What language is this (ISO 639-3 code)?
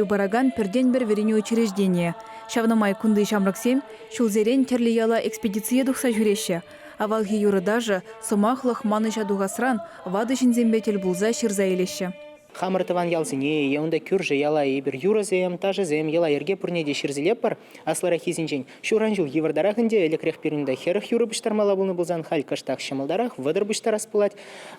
chv